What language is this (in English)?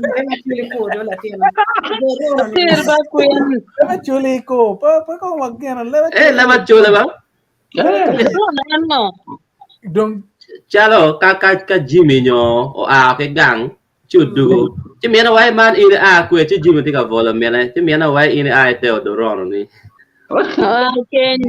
Acoli